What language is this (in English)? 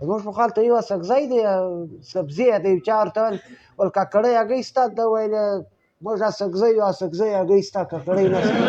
Pashto